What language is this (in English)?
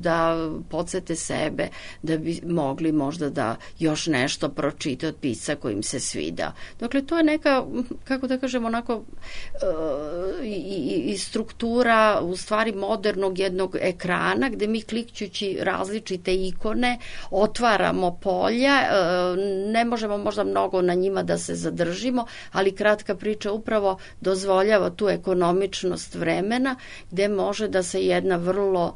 Serbian